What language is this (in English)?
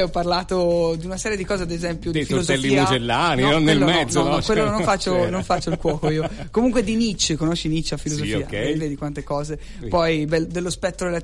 Italian